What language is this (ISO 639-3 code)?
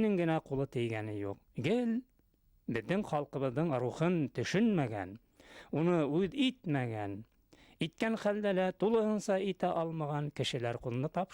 bak